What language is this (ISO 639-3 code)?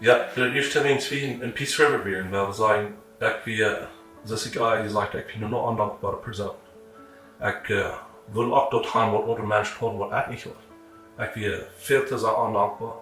pdt